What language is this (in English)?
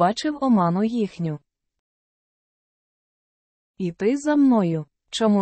Ukrainian